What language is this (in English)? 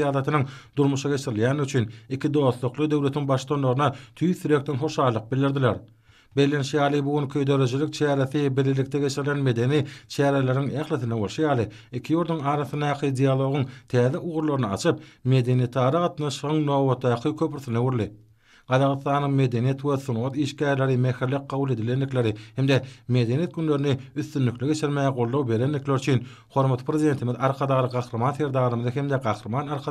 Turkmen